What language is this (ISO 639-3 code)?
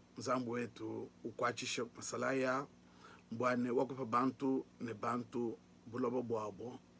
lua